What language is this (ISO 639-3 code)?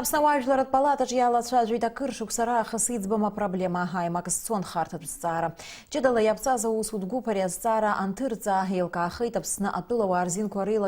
abk